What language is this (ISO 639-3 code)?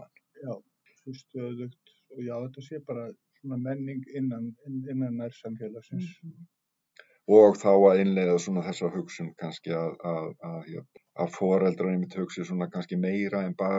isl